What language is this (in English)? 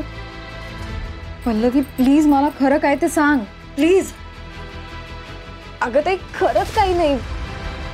Marathi